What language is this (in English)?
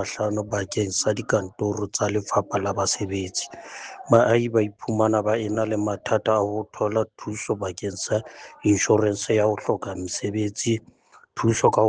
Southern Sotho